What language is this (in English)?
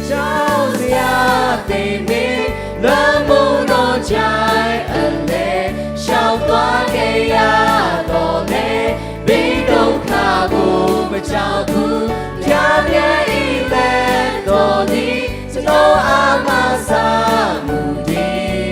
Lahu